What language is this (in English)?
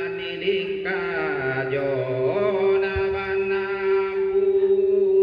Toraja-Sa'dan